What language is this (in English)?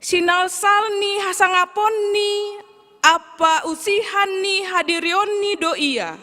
Batak Simalungun